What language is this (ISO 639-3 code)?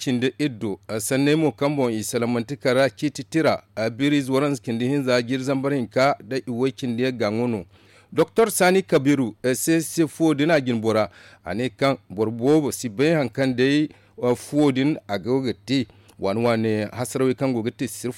dje